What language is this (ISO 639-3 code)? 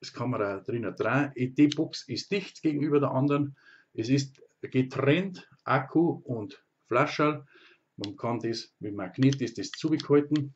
bar